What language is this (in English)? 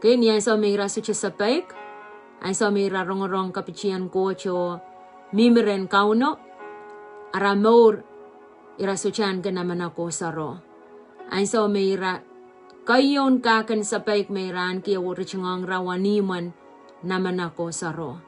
Pohnpeian